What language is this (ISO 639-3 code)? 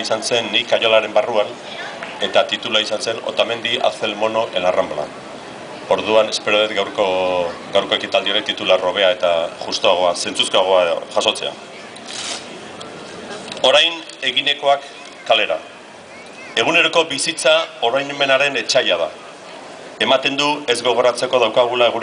eus